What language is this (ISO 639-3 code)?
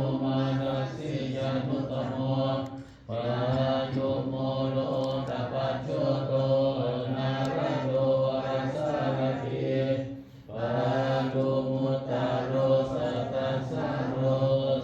pli